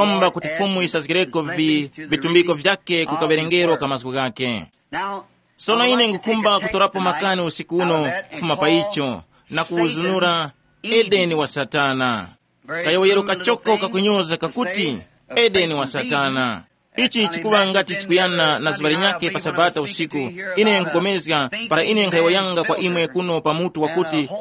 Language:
Tumbuka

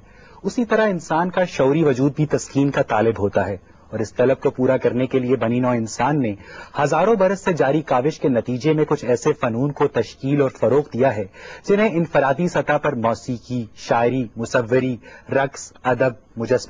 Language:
Urdu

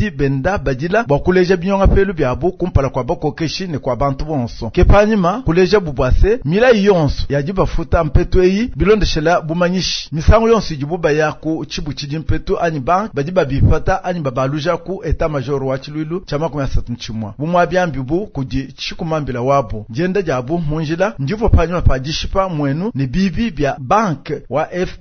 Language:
Luba-Lulua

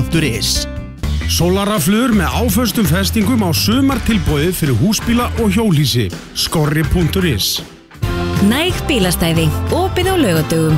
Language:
Icelandic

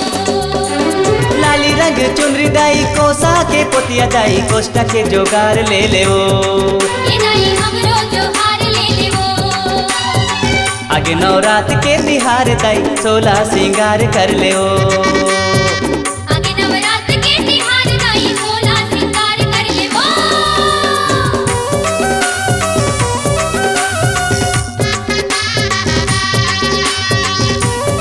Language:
Chhattisgarhi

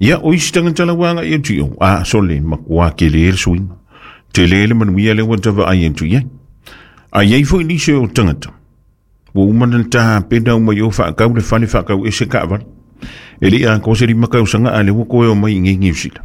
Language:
Samoan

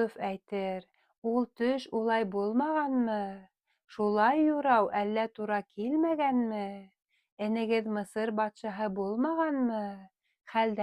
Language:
Bashkir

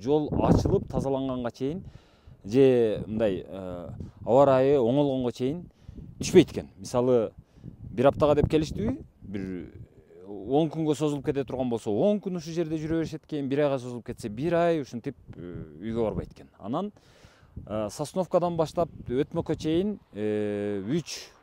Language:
Kyrgyz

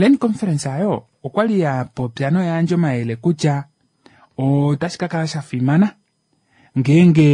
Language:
Kuanyama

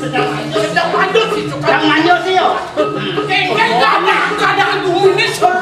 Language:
Balinese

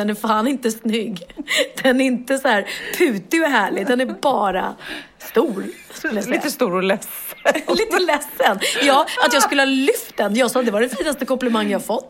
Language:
Swedish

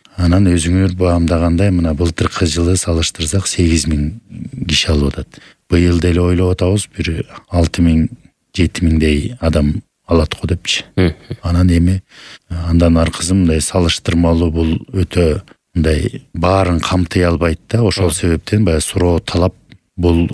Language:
Kyrgyz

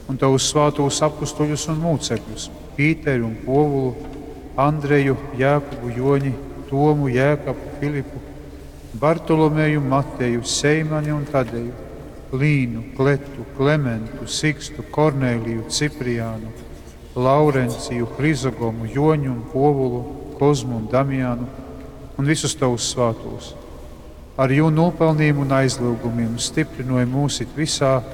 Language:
Latgalian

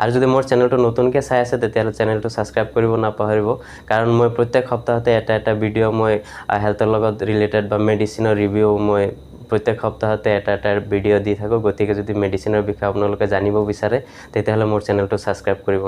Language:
Assamese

